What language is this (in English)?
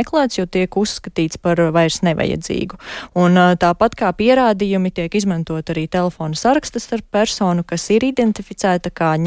Latvian